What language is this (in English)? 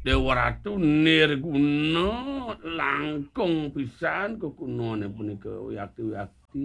Balinese